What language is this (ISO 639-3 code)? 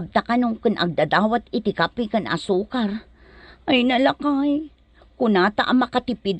ilo